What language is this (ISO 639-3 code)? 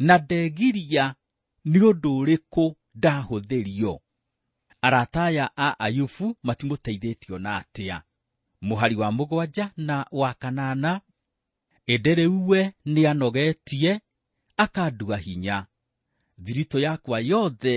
kik